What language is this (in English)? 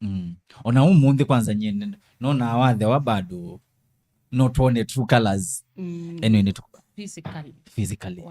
Kamba